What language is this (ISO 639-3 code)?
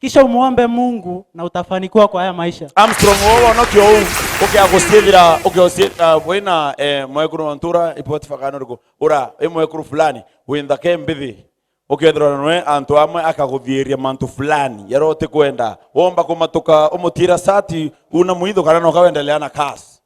mer